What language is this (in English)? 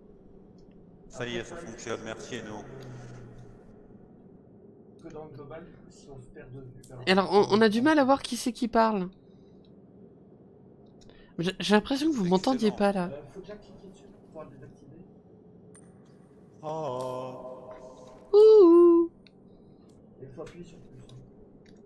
French